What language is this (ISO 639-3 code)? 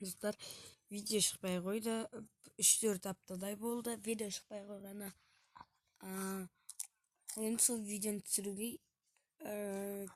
kaz